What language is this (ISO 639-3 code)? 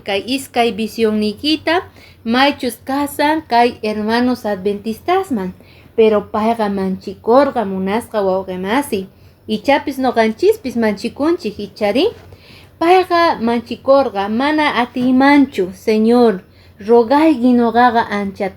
que